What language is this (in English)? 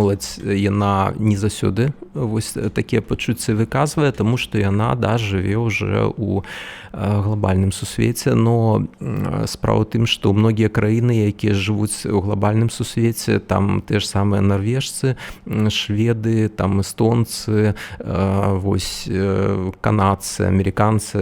Belarusian